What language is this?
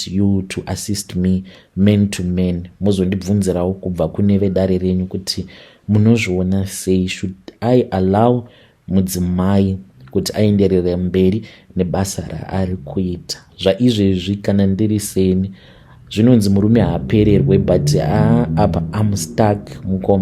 Shona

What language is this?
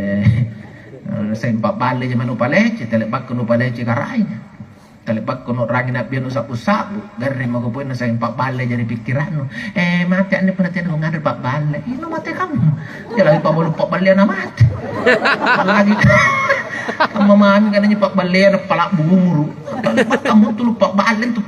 Makasar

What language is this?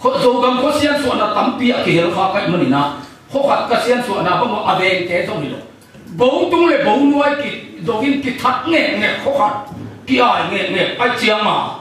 Tedim Chin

